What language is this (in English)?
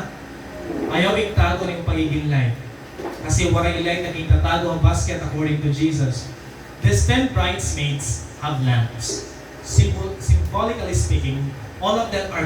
Waray